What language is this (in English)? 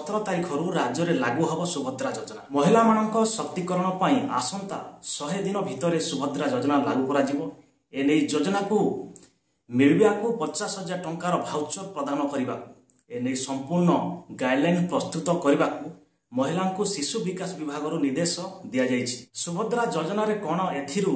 Odia